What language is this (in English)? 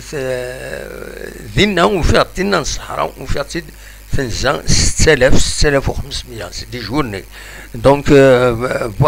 Kabyle